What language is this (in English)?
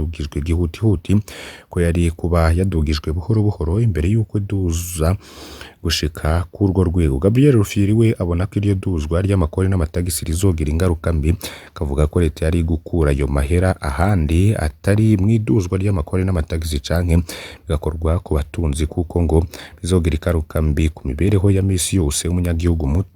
Rundi